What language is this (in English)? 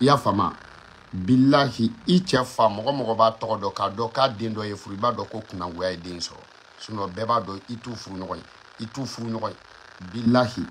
Bambara